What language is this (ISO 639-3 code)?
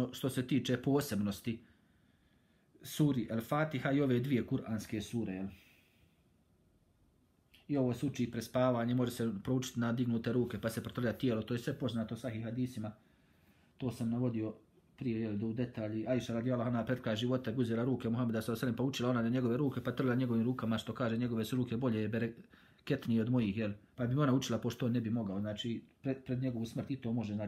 bos